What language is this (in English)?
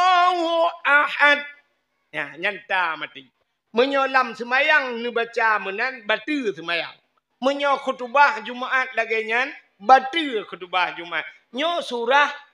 Achinese